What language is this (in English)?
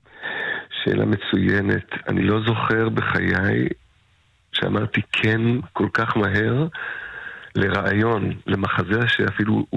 Hebrew